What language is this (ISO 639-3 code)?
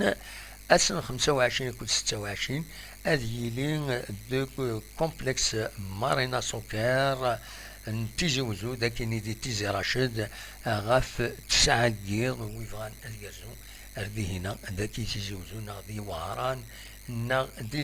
kab